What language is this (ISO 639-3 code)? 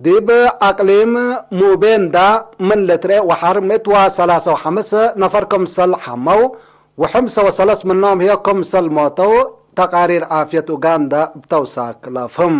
tig